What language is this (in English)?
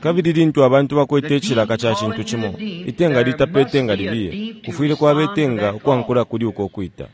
Bemba